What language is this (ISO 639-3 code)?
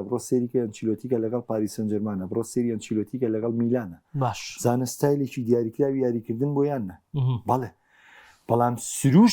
ckb